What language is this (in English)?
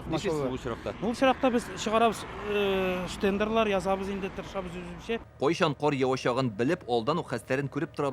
Tatar